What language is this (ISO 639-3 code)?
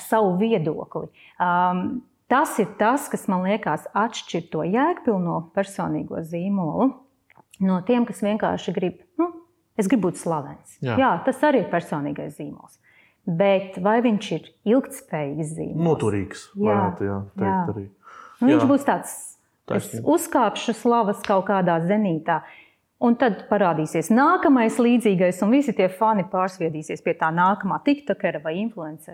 lav